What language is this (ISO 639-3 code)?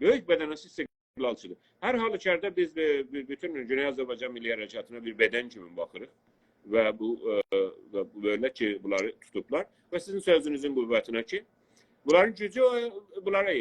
azb